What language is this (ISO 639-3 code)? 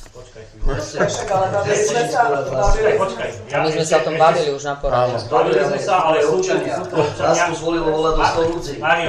slk